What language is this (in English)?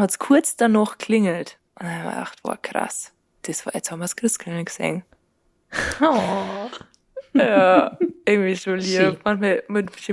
Bavarian